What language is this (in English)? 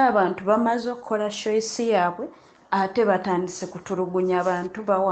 Ganda